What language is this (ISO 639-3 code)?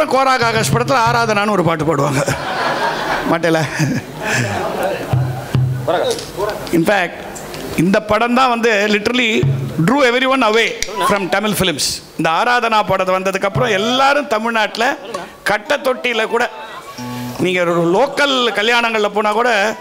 tam